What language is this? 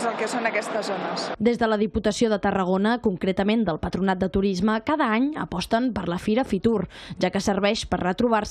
Catalan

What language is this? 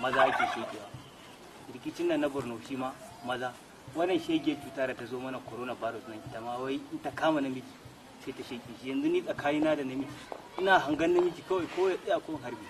Hausa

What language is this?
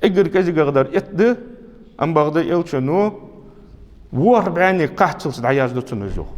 Ingush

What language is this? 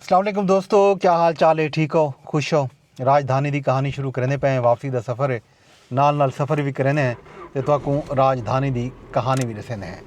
Saraiki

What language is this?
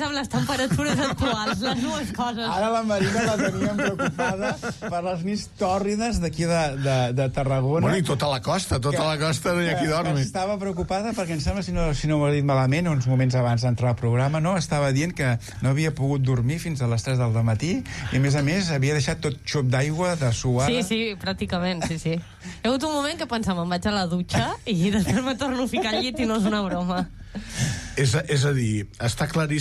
Catalan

